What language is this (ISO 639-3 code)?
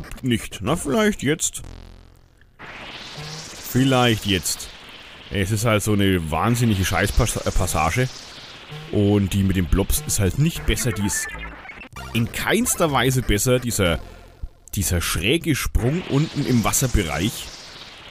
deu